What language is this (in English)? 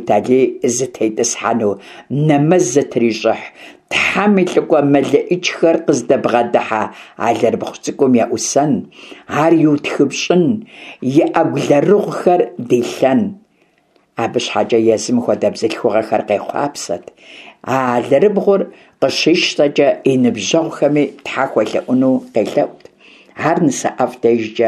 Kabardian